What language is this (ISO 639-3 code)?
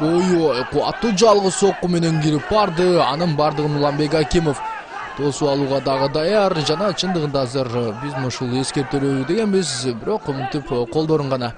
kir